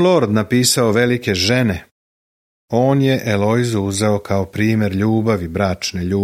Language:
Serbian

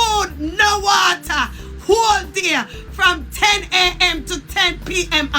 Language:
Jamaican Creole English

